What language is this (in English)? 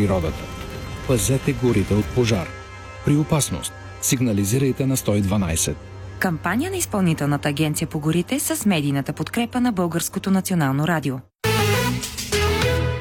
Bulgarian